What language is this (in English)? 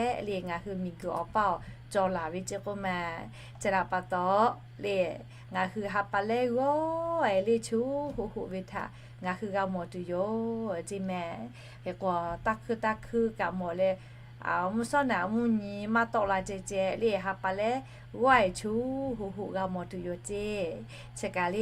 Lahu